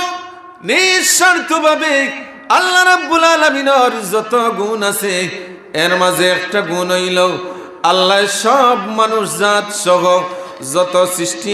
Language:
Sylheti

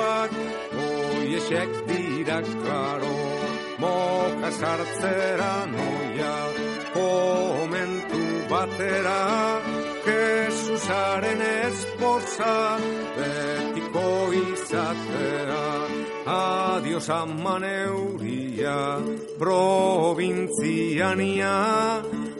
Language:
Basque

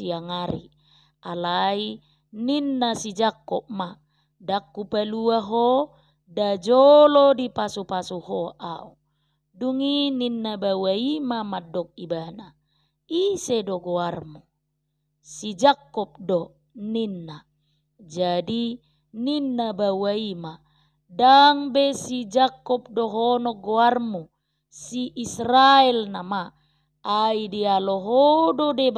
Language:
Batak Toba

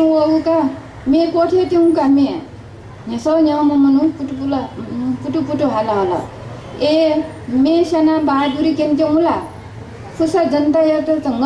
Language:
Newari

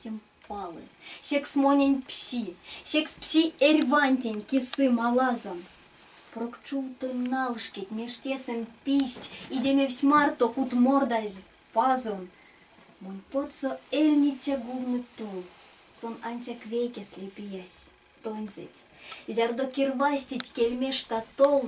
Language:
Erzya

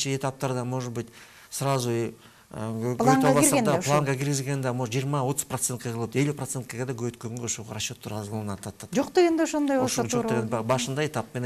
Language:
Kyrgyz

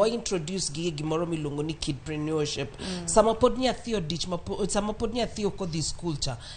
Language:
Luo (Kenya and Tanzania)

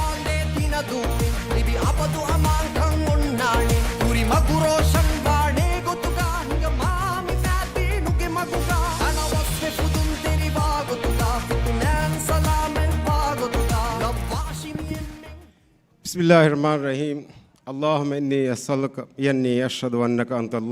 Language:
Divehi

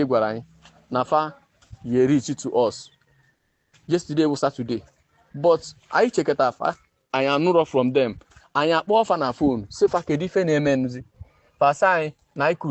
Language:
Igbo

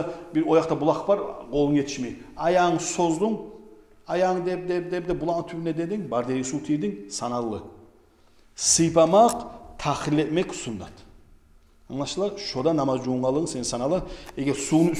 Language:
Kumyk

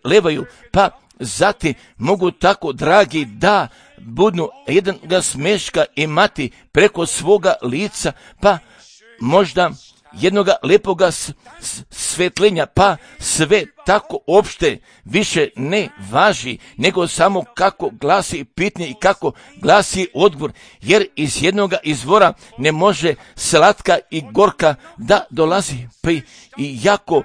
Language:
Croatian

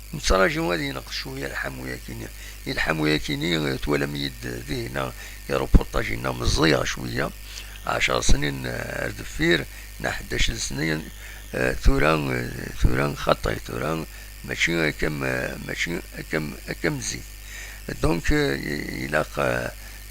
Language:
Kabyle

